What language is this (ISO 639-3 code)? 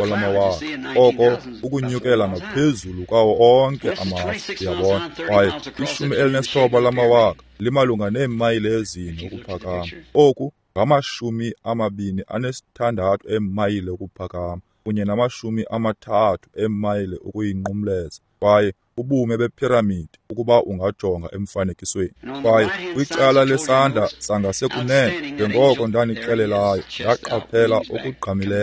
xho